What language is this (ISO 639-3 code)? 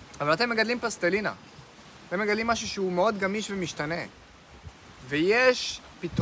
heb